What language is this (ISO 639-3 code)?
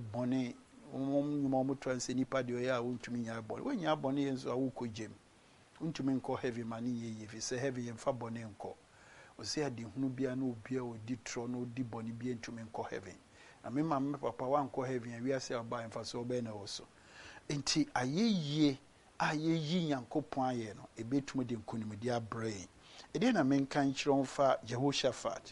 aka